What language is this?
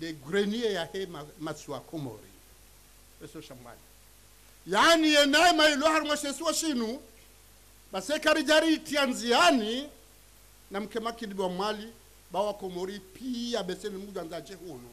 Ngazidja Comorian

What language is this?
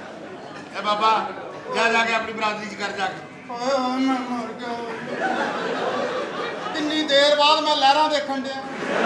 Punjabi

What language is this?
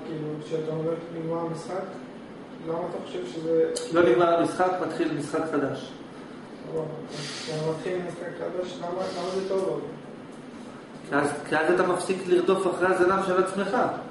Hebrew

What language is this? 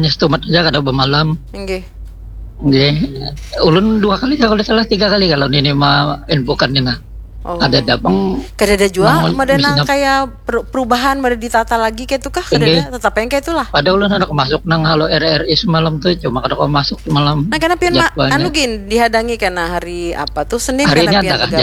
Banjar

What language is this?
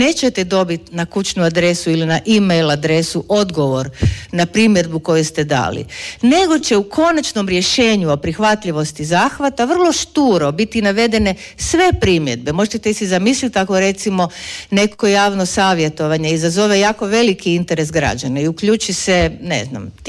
Croatian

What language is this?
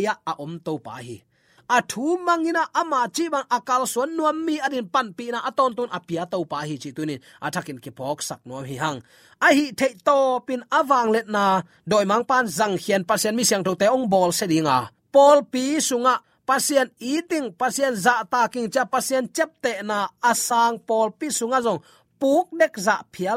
Tedim Chin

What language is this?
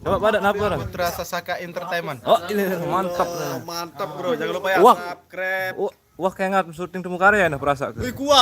Sasak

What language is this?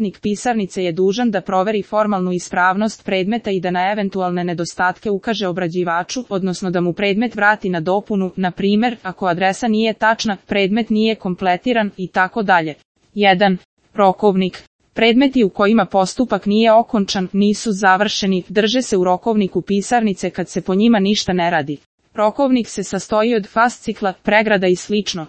Serbian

